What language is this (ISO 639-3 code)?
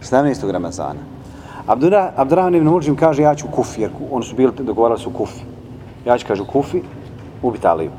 bos